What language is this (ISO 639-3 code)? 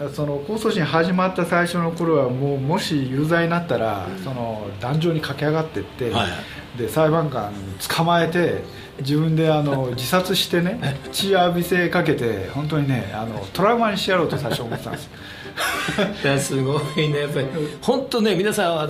jpn